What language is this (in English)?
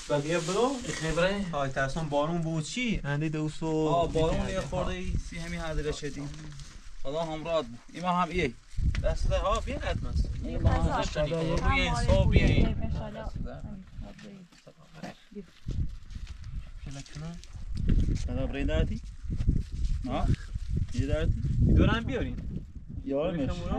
Persian